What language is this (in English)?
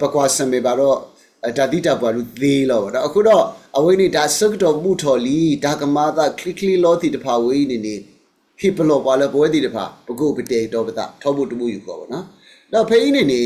S'gaw Karen